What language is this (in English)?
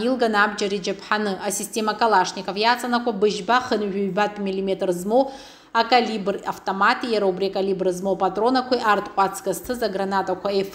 Abkhazian